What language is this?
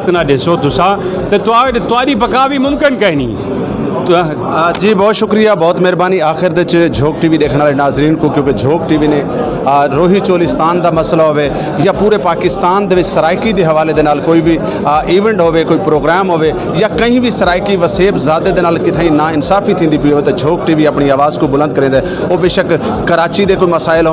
Saraiki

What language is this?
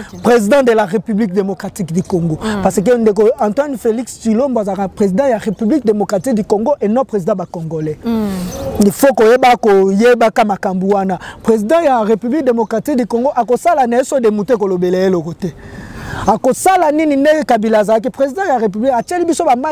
Lingala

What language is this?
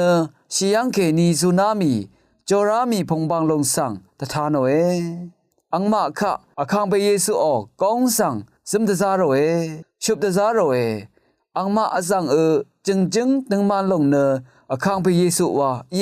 Rawang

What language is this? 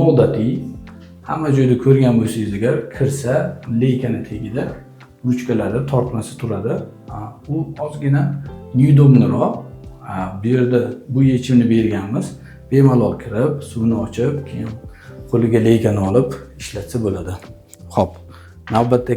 Uzbek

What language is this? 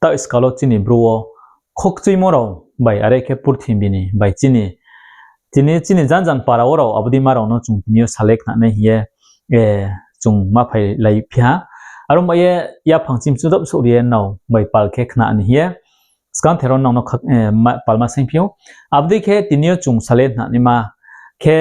Riang (India)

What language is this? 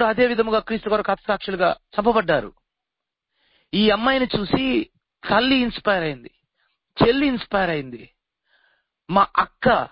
Telugu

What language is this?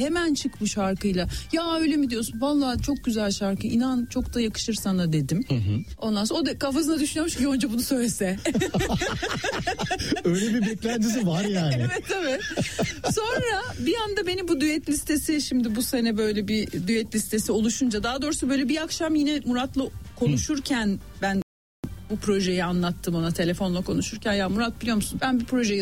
Turkish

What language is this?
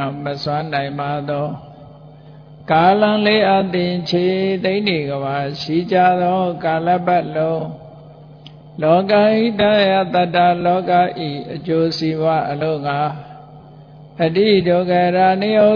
Burmese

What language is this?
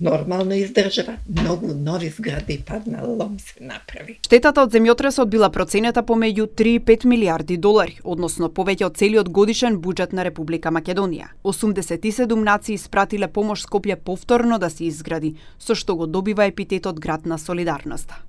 Macedonian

